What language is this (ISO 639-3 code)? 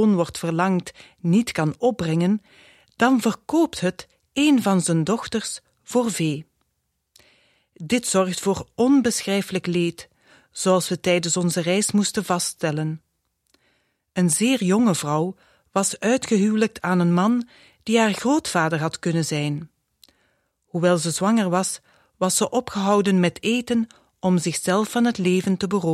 nld